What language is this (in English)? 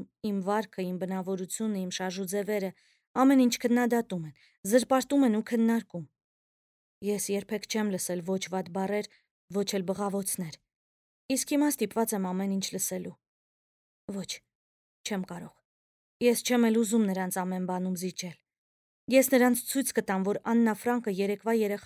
Armenian